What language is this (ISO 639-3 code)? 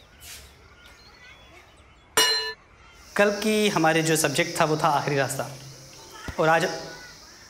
hin